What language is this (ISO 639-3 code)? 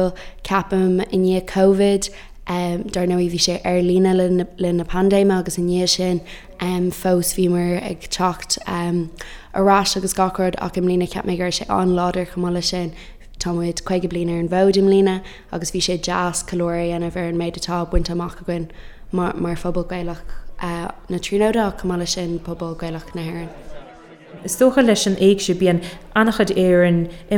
gle